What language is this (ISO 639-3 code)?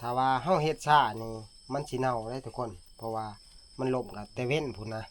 tts